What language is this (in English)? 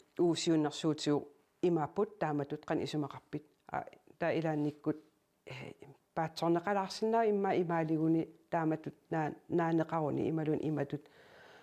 Kalaallisut